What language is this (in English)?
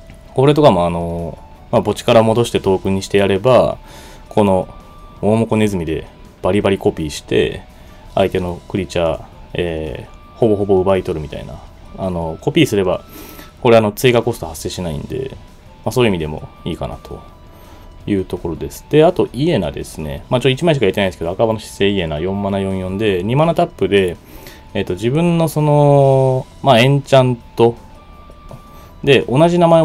Japanese